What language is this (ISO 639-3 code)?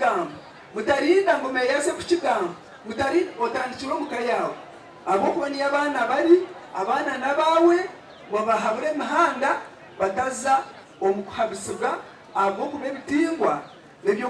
nyn